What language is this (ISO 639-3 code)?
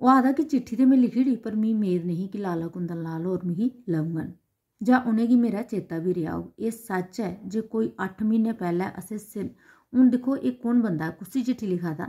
doi